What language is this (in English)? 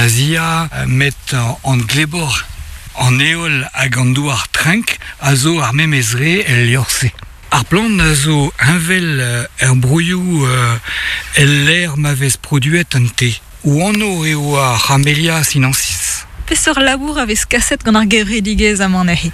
Breton